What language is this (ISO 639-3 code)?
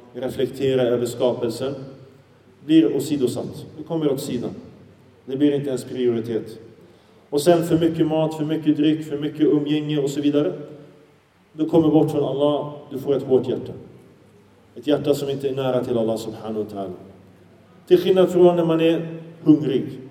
swe